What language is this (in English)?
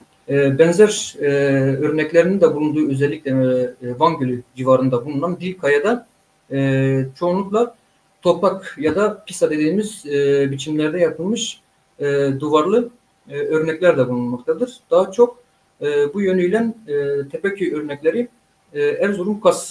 Turkish